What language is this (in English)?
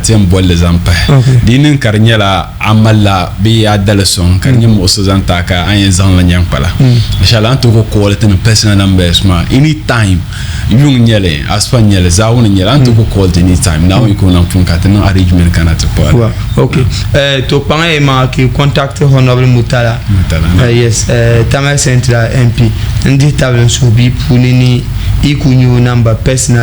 Dagbani